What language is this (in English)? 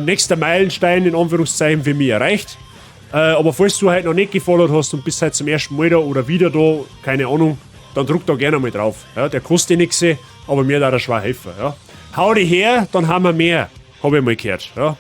Bavarian